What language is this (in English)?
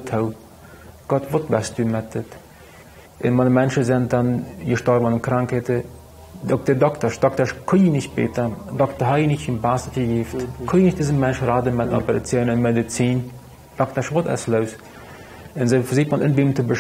Plautdietsch